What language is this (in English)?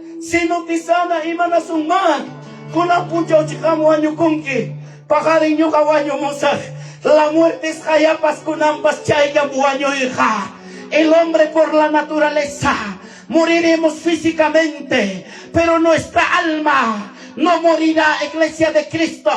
Ayacucho Quechua